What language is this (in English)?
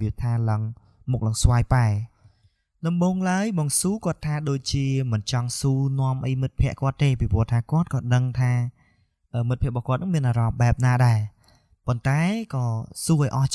Khmer